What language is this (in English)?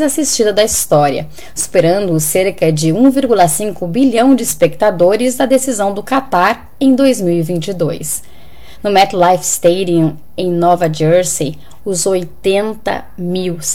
Portuguese